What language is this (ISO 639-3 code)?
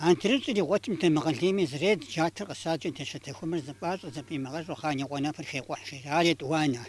kbd